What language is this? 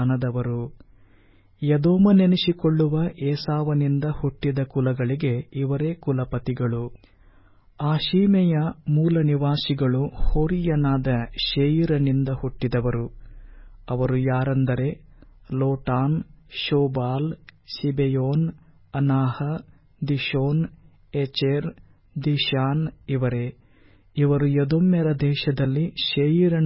Kannada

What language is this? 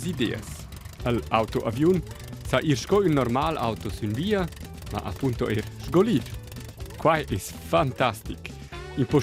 Romansh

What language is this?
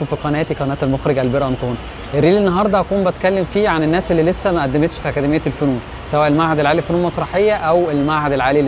Egyptian Arabic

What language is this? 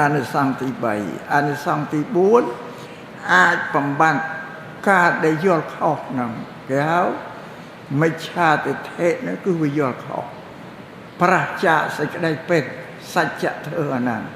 Khmer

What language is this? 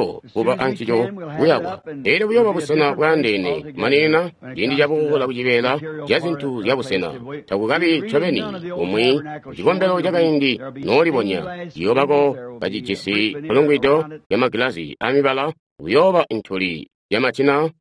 Tonga (Zambia)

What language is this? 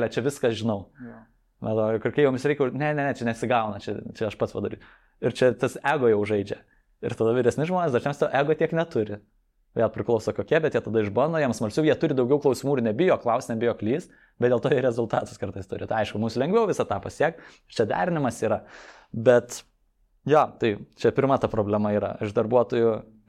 Lithuanian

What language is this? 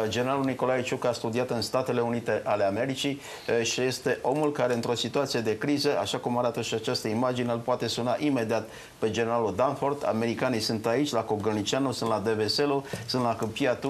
Romanian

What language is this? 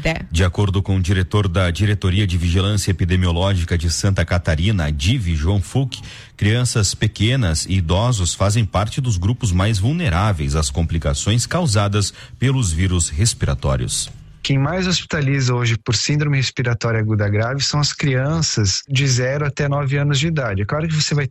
Portuguese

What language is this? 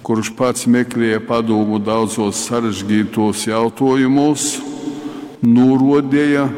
Latgalian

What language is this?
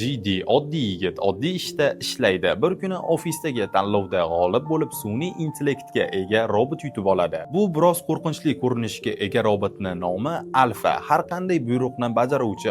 Uzbek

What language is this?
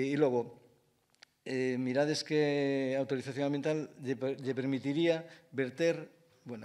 Galician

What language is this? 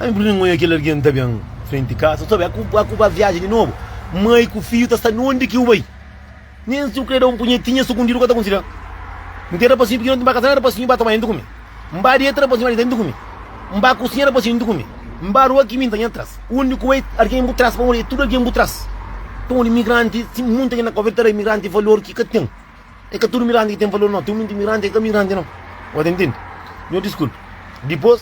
Kabuverdianu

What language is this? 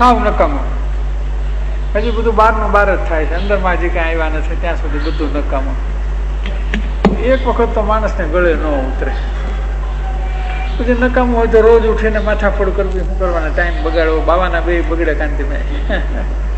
Gujarati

